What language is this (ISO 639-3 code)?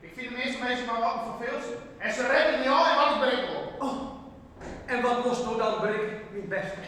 fry